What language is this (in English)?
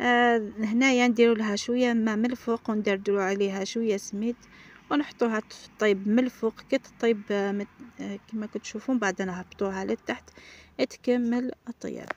Algerian Arabic